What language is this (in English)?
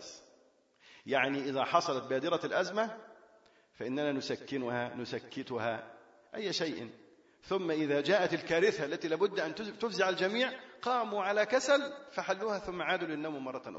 Arabic